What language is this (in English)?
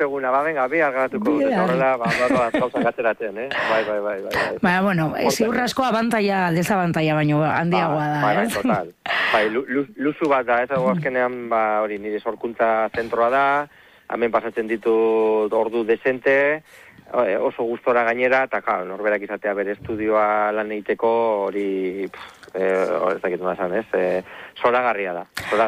Basque